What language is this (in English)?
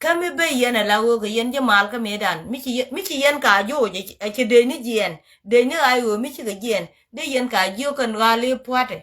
Nuer